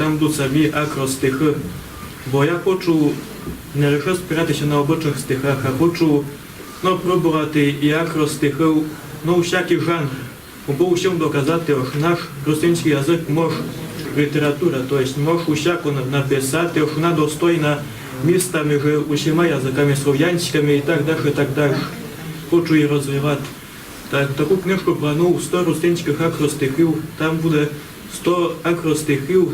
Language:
Rusyn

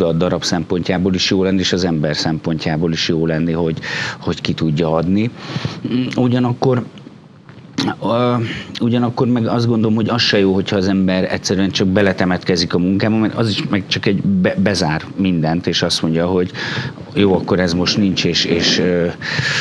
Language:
Hungarian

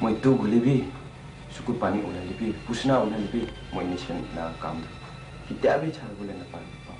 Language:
Naga Pidgin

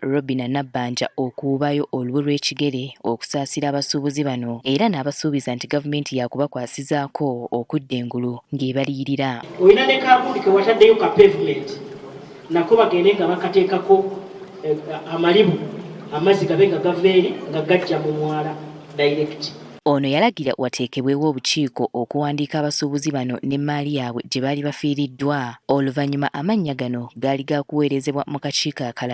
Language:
Ganda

